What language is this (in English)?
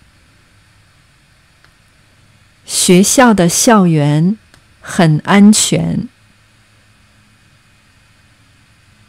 Chinese